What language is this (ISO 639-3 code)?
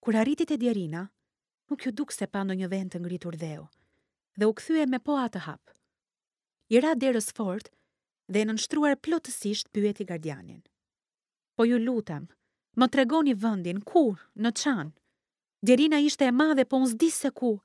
sqi